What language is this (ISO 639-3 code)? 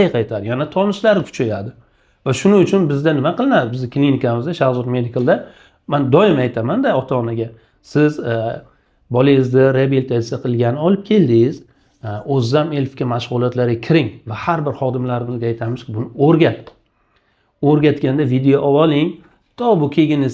uzb